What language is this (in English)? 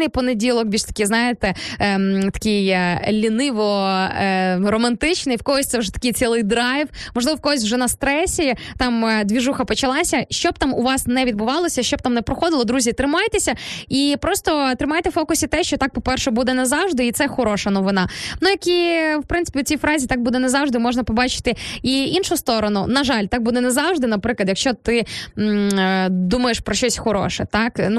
Ukrainian